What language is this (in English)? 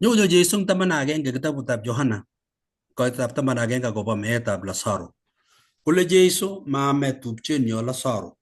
Kalenjin